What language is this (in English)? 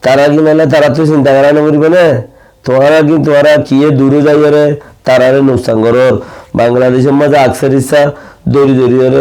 Rohingya